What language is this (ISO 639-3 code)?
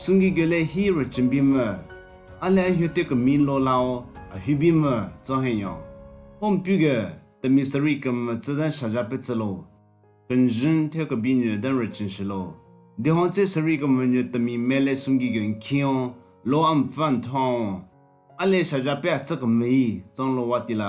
nre